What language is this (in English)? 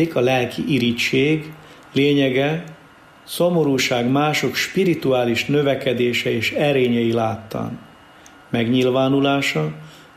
Hungarian